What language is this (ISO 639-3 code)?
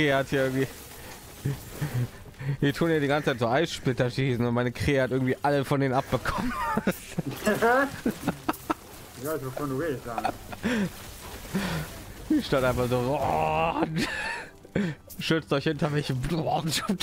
deu